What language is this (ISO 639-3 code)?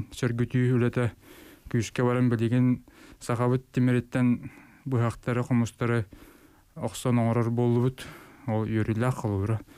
sah